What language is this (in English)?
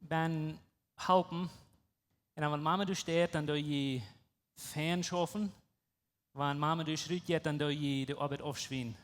Plautdietsch